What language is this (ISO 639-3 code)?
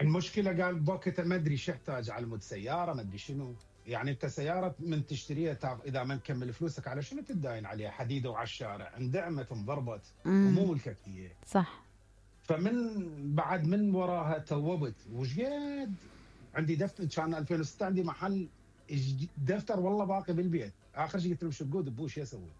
acm